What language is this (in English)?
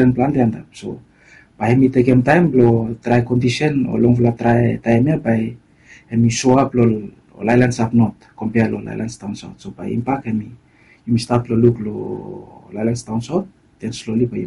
Bislama